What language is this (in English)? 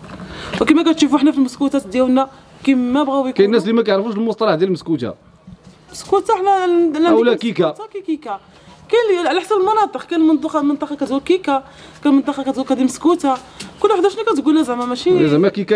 Moroccan Arabic